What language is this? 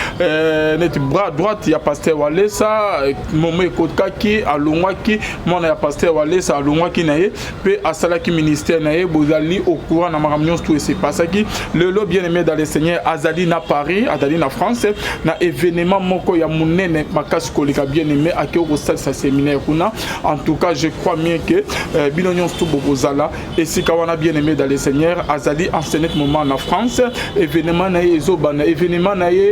Lingala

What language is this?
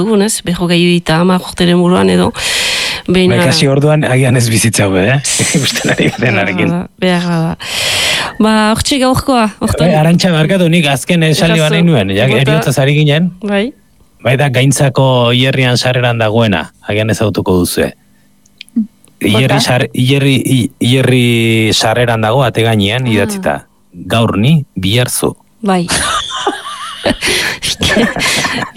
Basque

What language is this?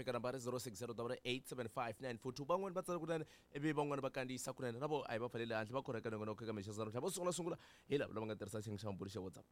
Tsonga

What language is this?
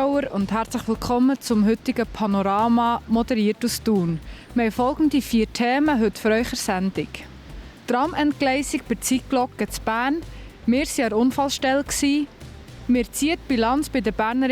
Swiss German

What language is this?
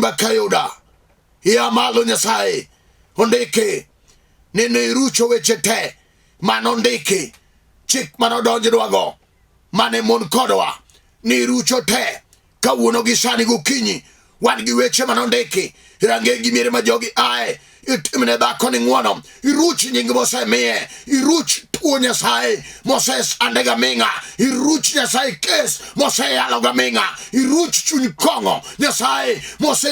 Luo (Kenya and Tanzania)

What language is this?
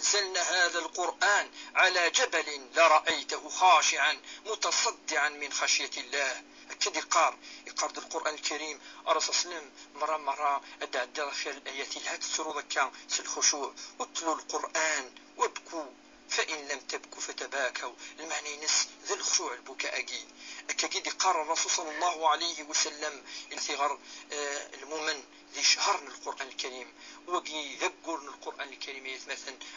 Kabyle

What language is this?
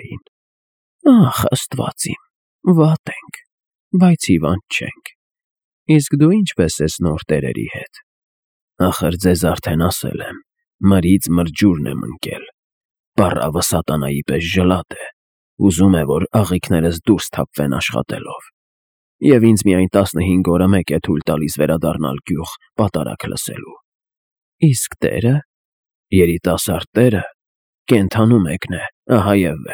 Armenian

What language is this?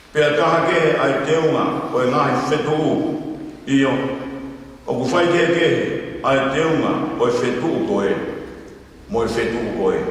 Tongan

